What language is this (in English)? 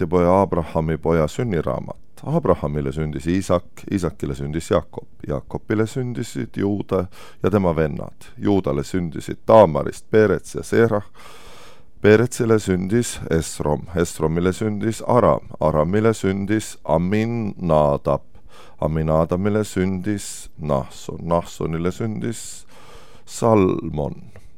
Estonian